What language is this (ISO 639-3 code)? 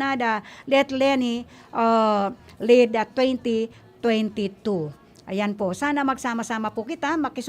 bik